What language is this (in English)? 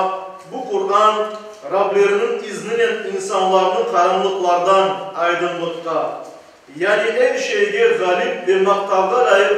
Crimean Tatar